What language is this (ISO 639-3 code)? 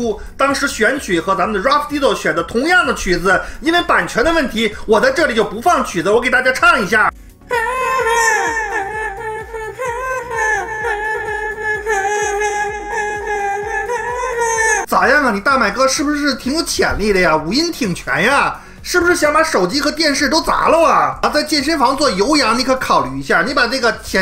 zho